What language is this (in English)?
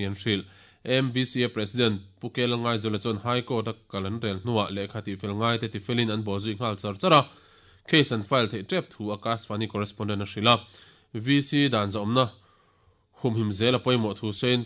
Mizo